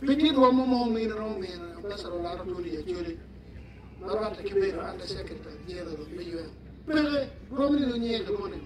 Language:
Acoli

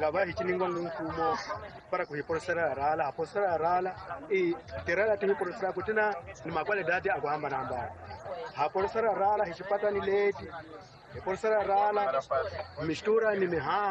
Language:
Tsonga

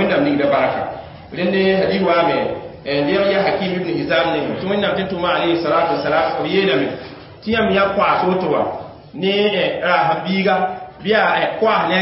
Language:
Mossi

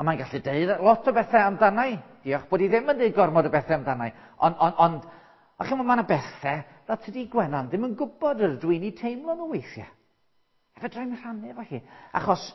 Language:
Welsh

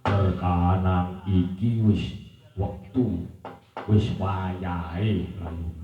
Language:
Javanese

